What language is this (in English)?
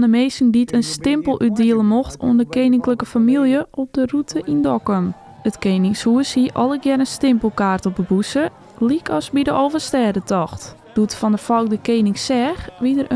Western Frisian